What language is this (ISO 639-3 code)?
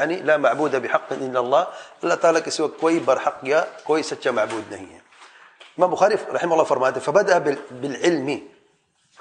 urd